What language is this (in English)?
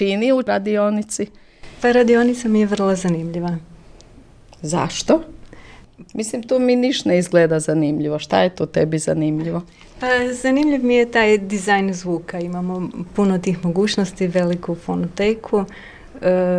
Croatian